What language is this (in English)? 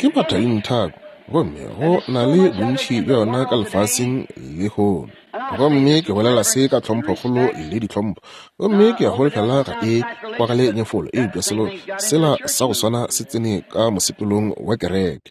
Northern Sotho